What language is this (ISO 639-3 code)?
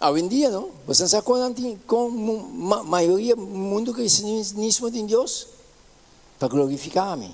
pap